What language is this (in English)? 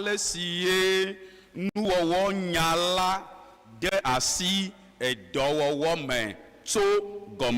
Ewe